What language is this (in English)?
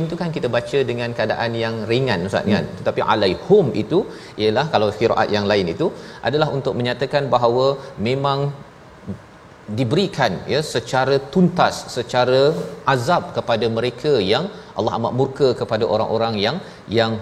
Malay